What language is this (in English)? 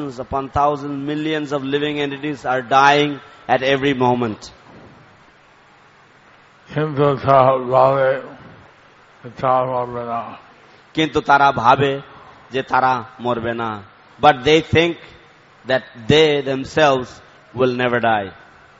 Bangla